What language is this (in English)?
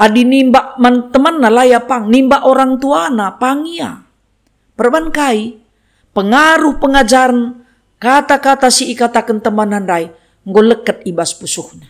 Batak Karo